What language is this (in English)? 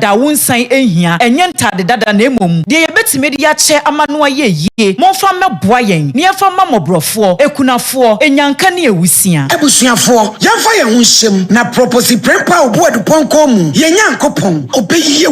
Akan